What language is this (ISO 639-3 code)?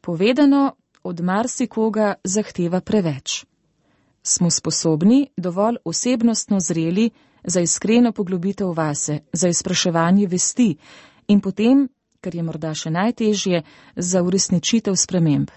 slv